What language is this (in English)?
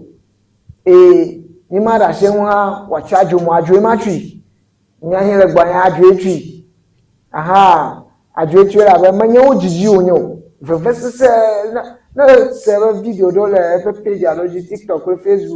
Ewe